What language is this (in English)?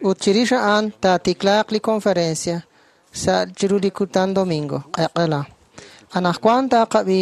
Kekchí